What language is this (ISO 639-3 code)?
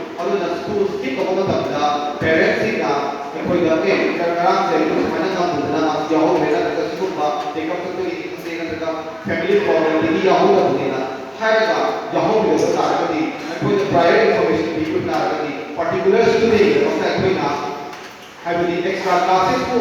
mni